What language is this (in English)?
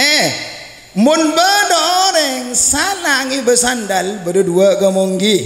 Madurese